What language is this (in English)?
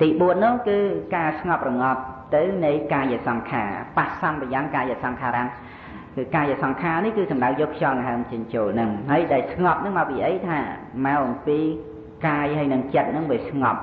Khmer